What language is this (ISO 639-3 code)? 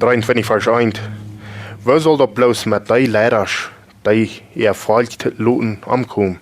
pdt